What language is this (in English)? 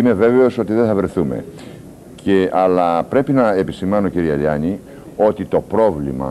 Greek